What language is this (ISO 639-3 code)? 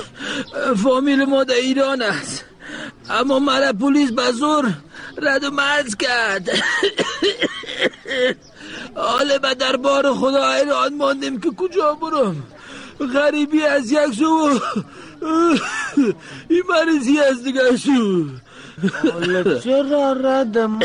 fas